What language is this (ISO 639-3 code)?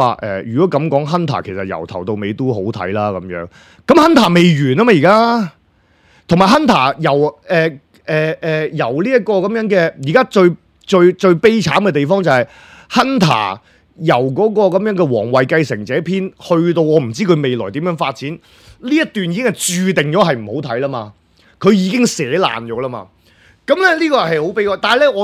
yue